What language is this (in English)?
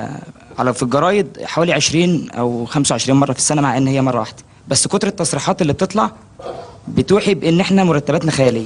Egyptian Arabic